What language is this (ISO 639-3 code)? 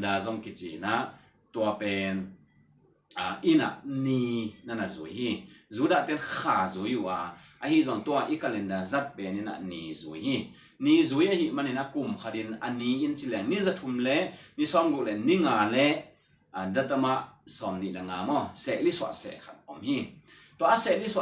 ctd